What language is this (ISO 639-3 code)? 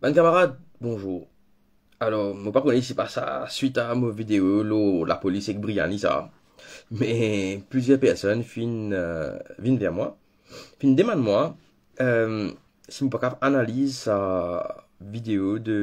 mfe